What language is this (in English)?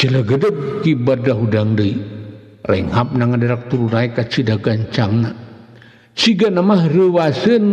Sundanese